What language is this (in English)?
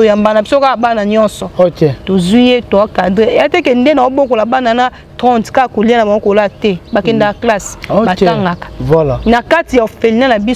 Lingala